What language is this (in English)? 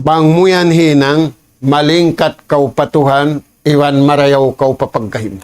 Tausug